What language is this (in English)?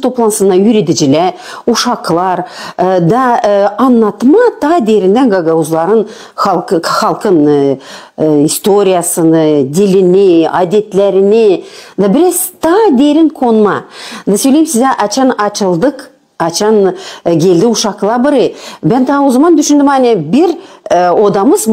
Gagauz